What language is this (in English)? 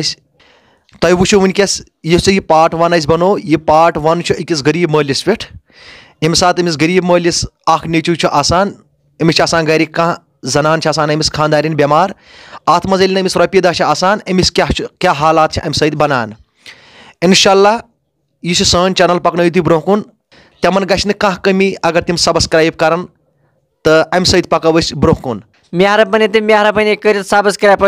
Kashmiri